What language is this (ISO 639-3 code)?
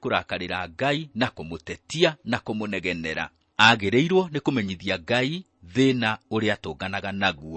kik